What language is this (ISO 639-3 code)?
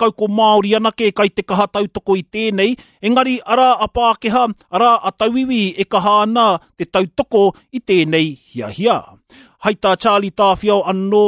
mri